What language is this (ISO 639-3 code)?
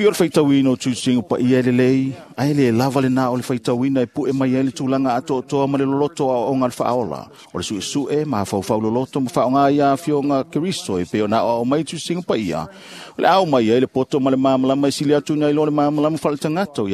smo